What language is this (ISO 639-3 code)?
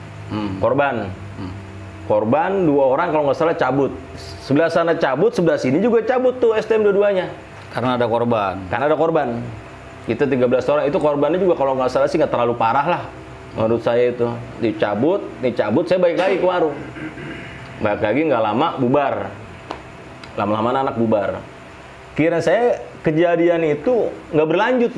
ind